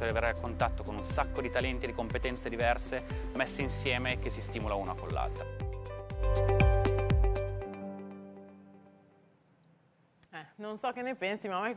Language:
Italian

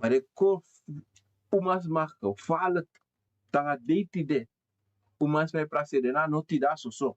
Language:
Sranan Tongo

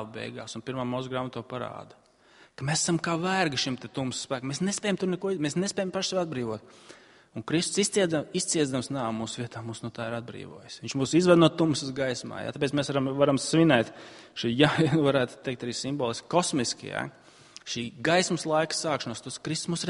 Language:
Latvian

